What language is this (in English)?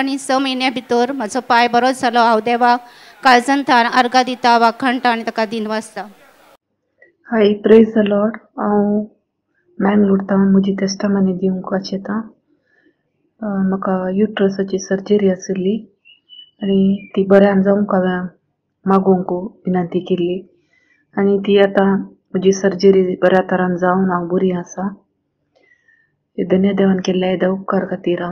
Konkani